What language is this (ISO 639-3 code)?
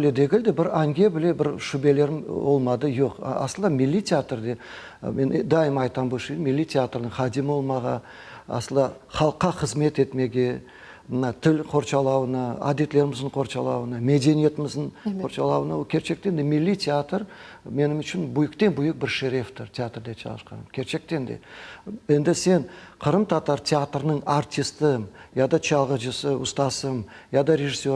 crh